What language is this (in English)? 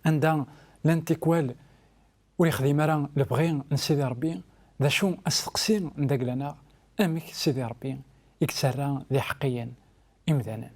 Kabyle